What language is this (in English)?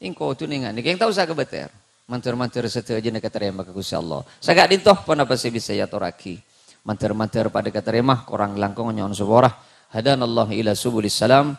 Madurese